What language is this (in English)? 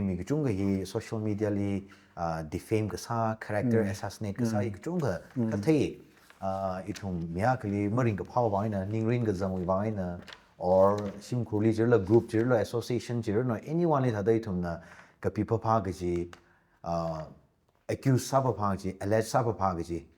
Tangkhul Naga (India)